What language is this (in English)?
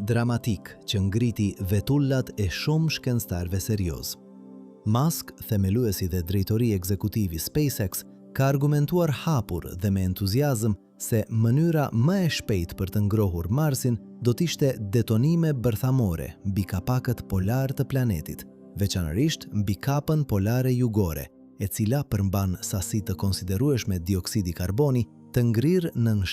Albanian